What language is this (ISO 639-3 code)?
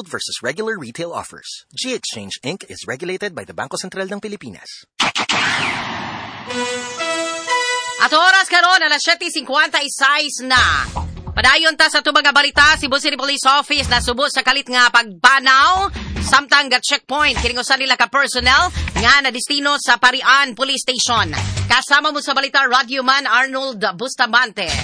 ceb